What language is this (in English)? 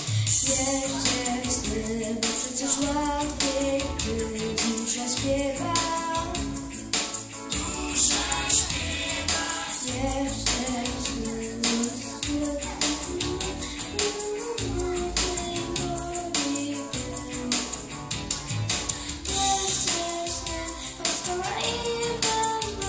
Polish